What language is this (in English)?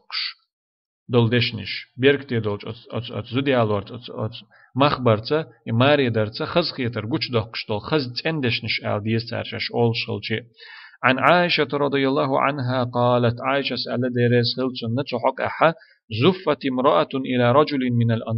Chechen